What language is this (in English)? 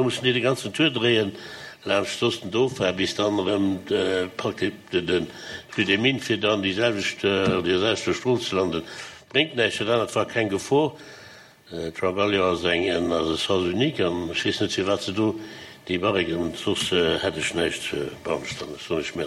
Luxembourgish